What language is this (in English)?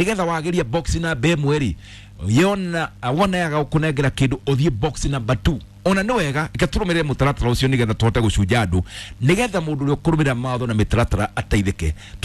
Kikuyu